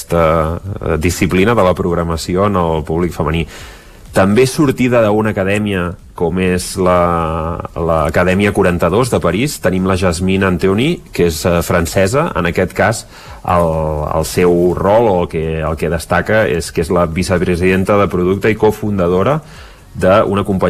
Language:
Catalan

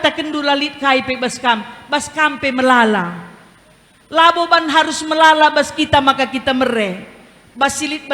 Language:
Batak Karo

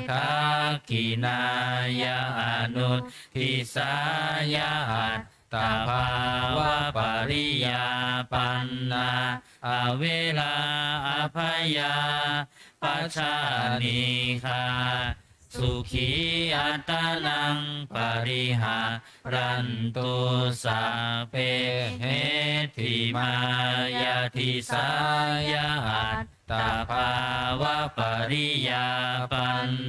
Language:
Pali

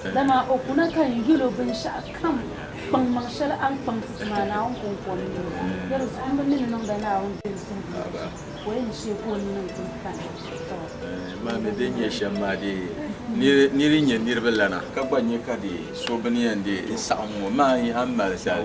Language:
Dagbani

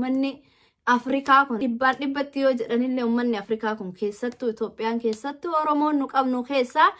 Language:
Oromo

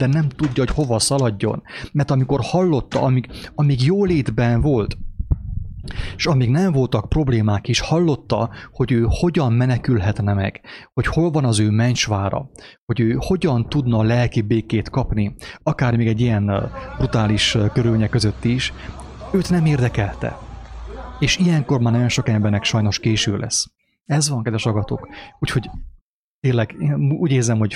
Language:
Hungarian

